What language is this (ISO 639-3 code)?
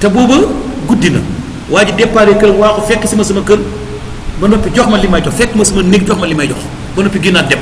wol